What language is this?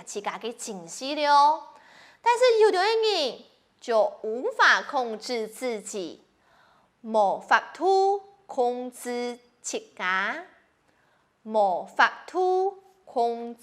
Hakka Chinese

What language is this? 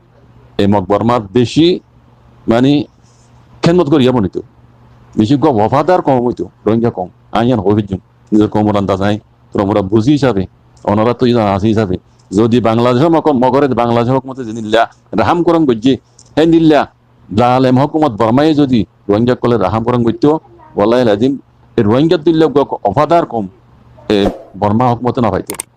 Rohingya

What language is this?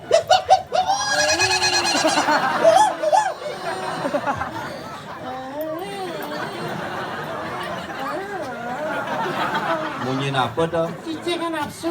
Balinese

